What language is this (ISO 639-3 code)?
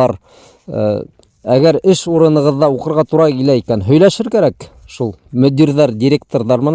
bak